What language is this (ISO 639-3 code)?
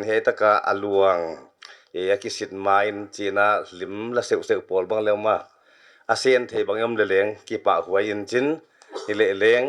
pck